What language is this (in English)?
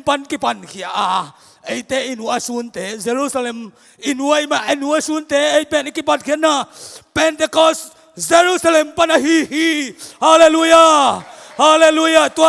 Tedim Chin